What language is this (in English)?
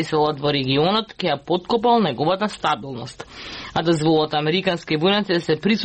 Macedonian